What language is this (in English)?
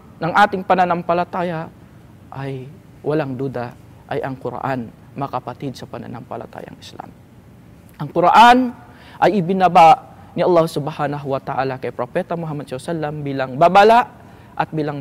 Filipino